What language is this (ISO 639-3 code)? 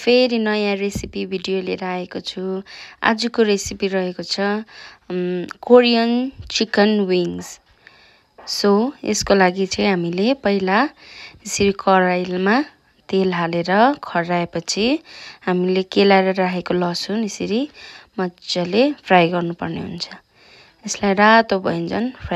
nep